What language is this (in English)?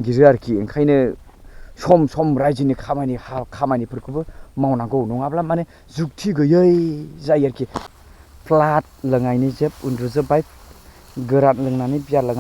Bodo